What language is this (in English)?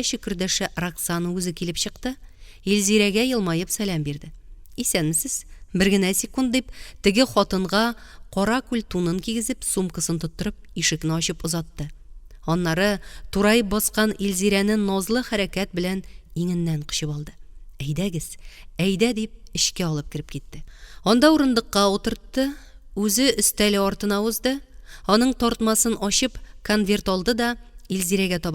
Tatar